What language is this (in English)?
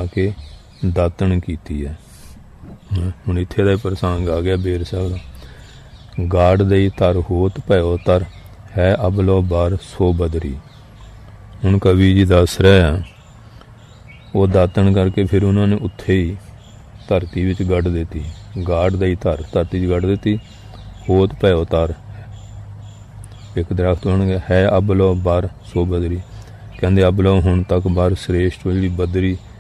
Punjabi